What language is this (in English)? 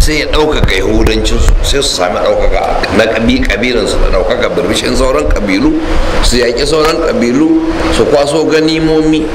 Hausa